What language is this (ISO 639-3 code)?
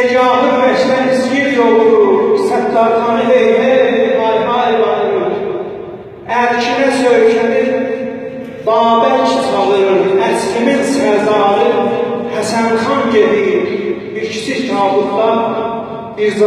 azb